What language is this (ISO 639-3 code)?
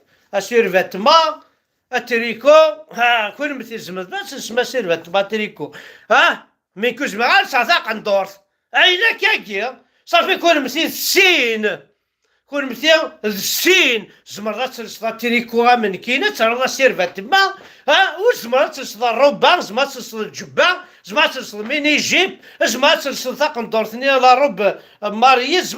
kab